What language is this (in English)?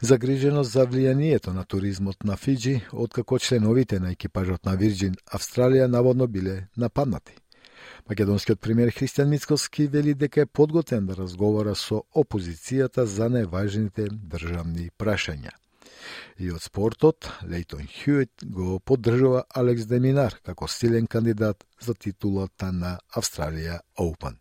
Macedonian